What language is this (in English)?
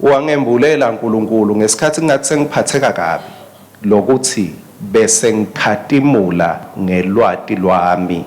Swati